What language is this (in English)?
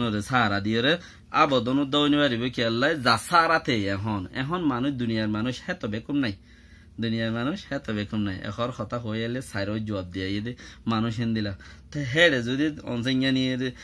Rohingya